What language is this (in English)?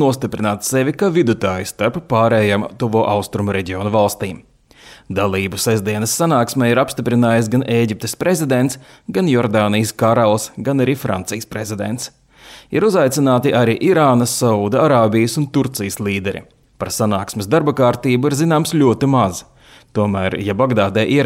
Latvian